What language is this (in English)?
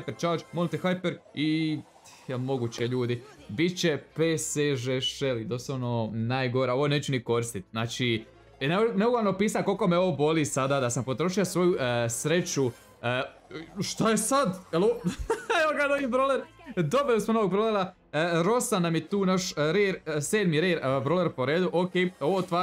Croatian